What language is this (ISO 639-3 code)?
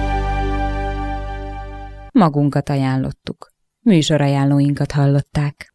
hun